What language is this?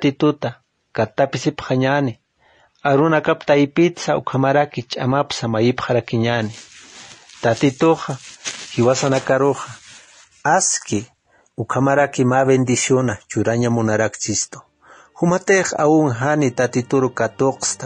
Aymara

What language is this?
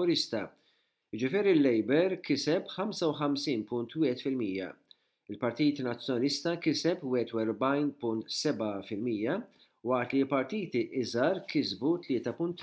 Maltese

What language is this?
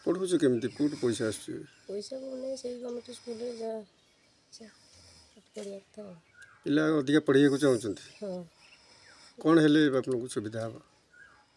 Odia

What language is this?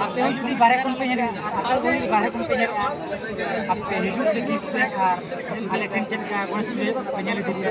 Santali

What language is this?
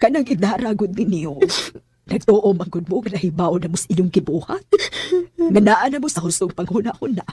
Cebuano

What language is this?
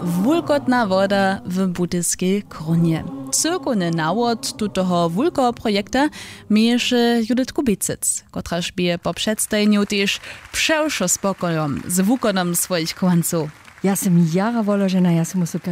Upper Sorbian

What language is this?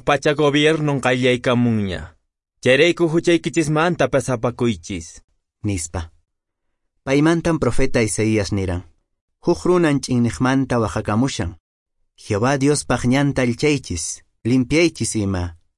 Quechua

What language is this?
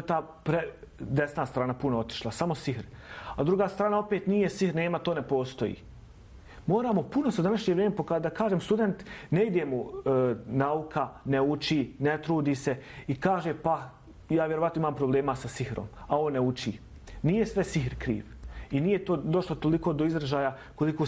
Bosnian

